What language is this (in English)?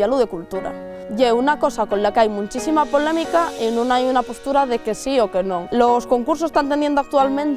Asturian